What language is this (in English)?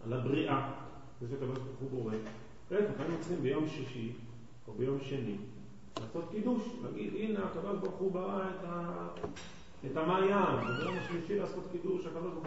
Hebrew